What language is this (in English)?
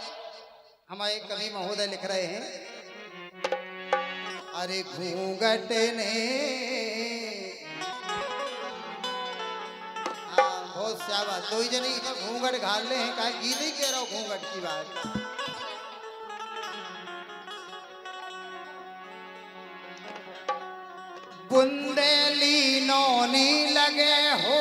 Bundeli